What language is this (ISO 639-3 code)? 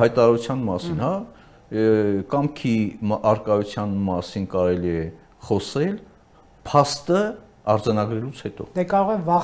hye